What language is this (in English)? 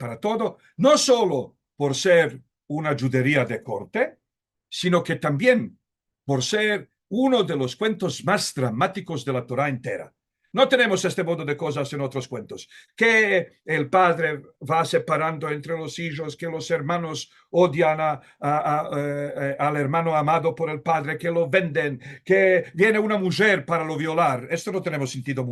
Ladino